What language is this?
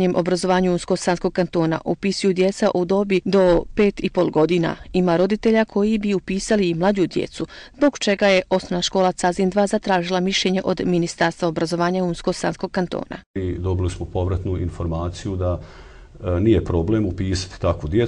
Croatian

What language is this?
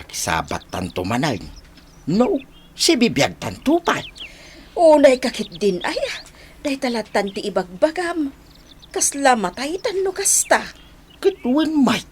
Iloko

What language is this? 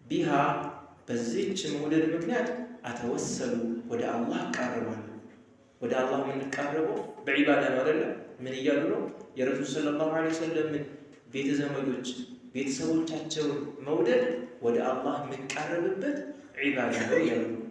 Amharic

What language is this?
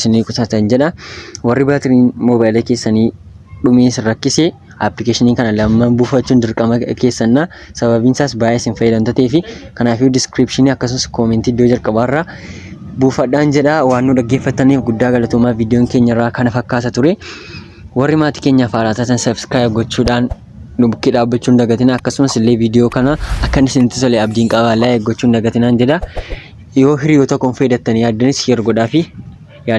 Oromo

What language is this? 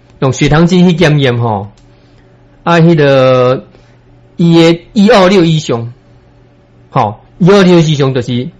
Min Nan Chinese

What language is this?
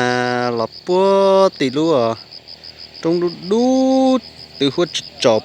Hmong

